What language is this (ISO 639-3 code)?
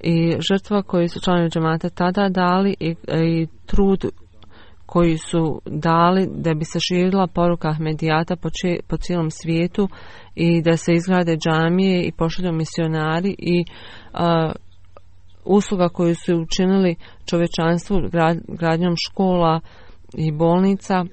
bos